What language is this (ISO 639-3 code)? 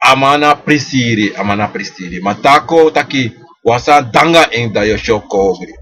srn